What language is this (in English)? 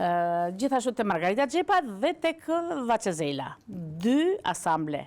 Albanian